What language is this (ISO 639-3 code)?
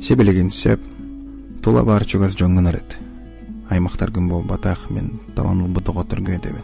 sah